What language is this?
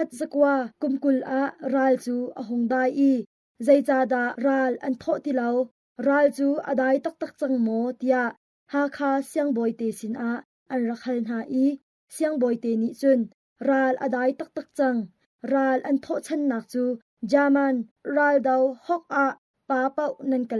Hakha Chin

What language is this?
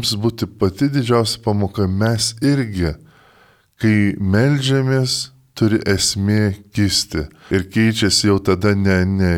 Lithuanian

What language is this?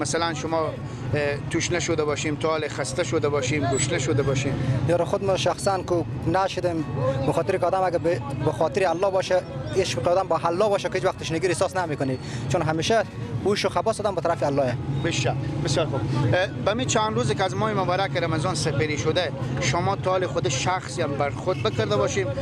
Persian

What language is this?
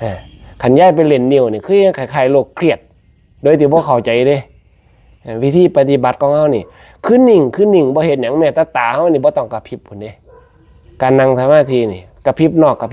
Northeastern Thai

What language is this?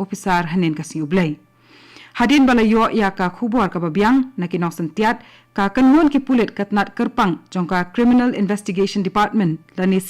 Khasi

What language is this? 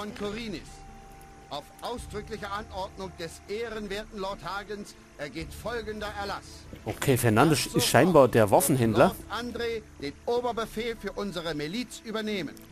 Bavarian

